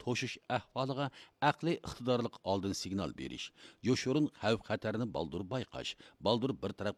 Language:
Uyghur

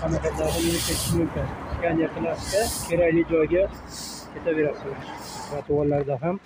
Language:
Uzbek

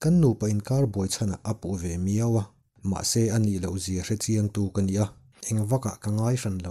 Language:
Mizo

